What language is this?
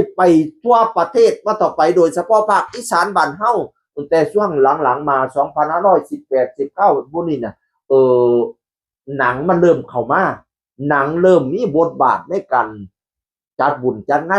Northeastern Thai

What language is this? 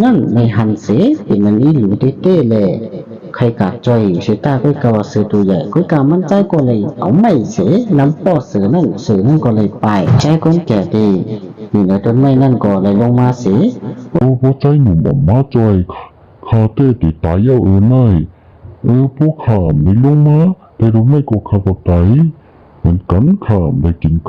Shan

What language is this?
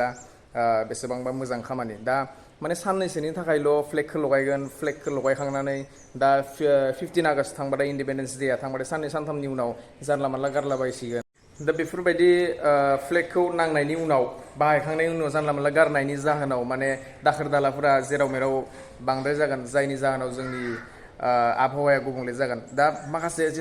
Bodo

